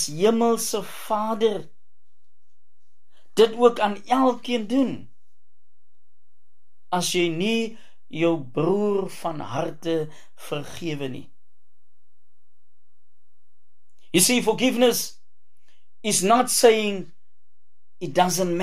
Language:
Afrikaans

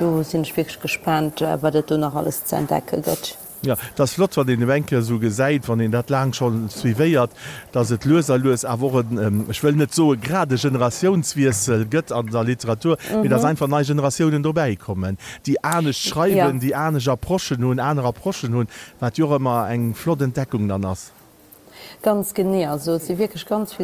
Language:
Luxembourgish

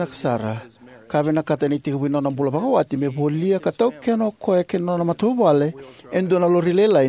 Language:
Fijian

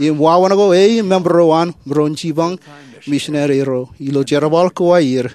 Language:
Marshallese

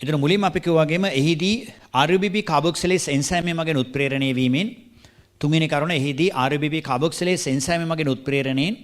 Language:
Sinhala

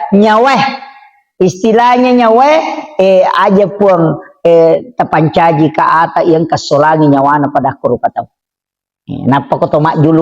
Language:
Buginese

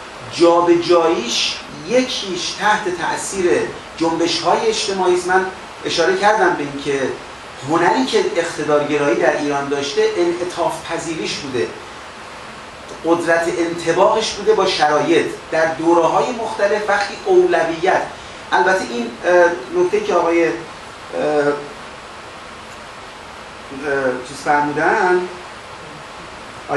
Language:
Persian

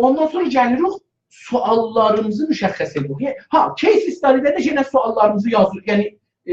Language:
South Azerbaijani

